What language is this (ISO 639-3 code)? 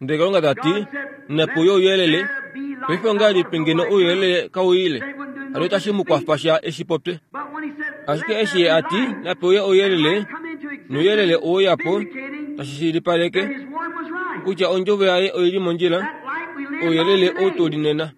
kua